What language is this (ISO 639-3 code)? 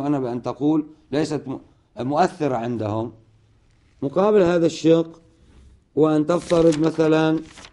ara